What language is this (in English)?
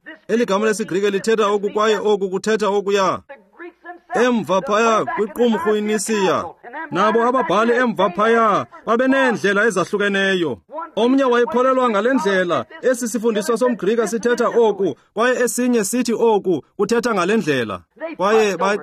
Xhosa